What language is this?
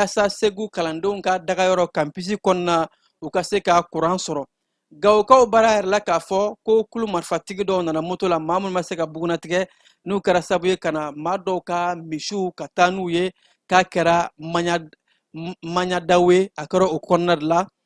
Bambara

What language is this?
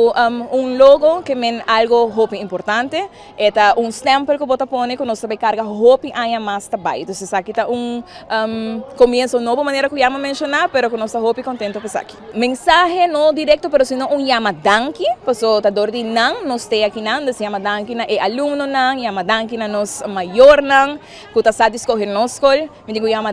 Papiamento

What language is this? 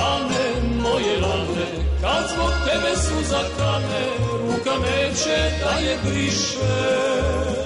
Serbian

